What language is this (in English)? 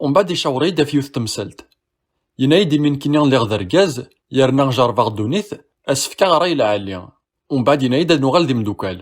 Kabyle